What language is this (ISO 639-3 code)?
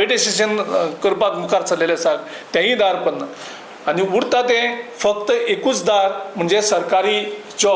kok